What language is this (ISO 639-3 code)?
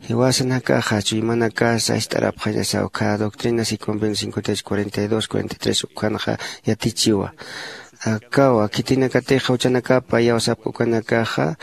aym